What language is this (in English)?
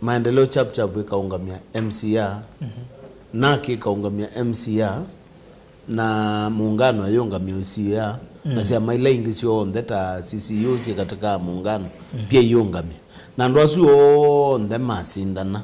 Kamba